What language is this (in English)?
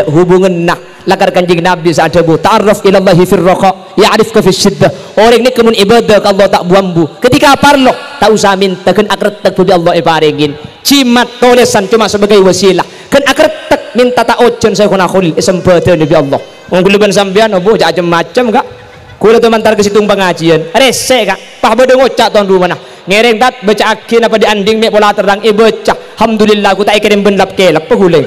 Madurese